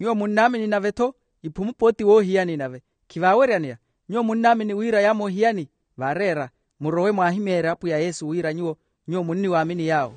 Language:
Makhuwa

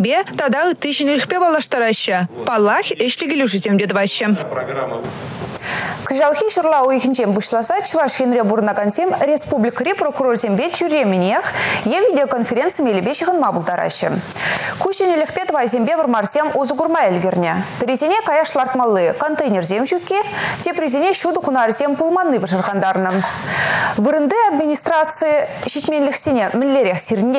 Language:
Chuvash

